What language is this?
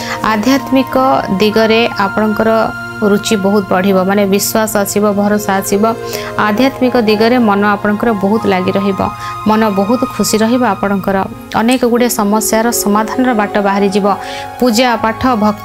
Odia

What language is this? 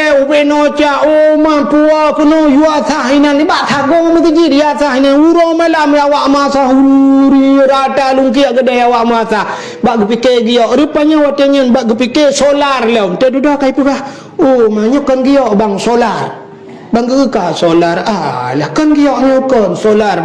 Achinese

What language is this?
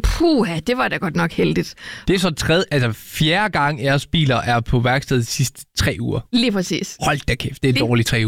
Danish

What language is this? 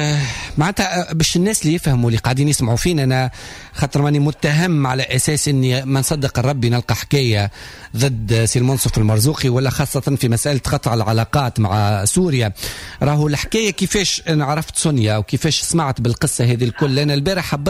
Tunisian Arabic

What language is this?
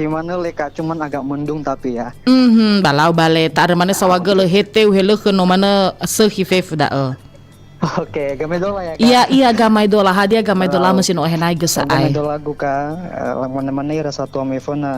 Nias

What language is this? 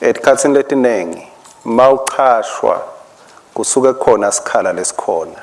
Swati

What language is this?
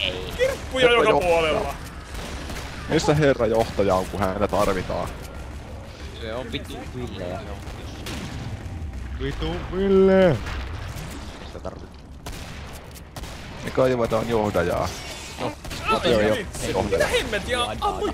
Finnish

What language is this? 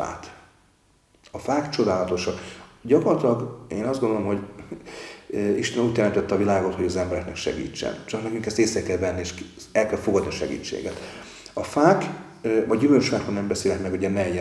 Hungarian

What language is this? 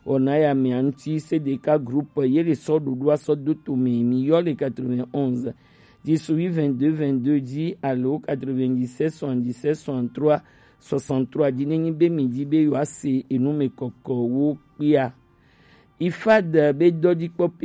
Gen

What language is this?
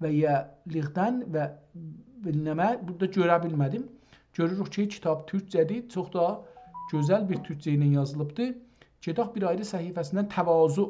South Azerbaijani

